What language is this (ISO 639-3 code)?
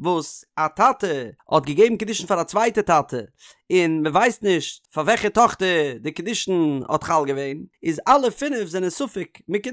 yid